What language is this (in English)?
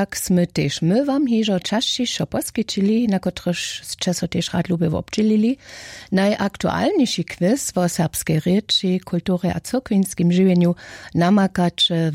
Upper Sorbian